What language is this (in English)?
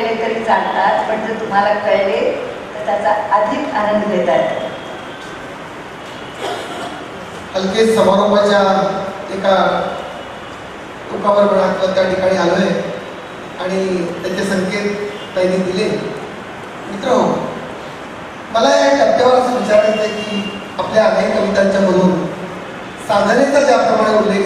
Marathi